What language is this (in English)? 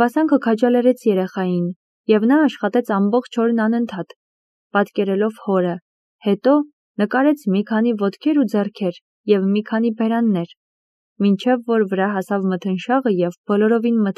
Armenian